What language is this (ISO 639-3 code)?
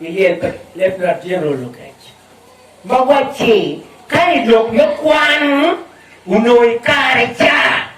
ach